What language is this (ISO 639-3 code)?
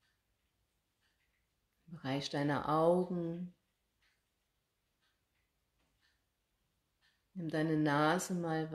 deu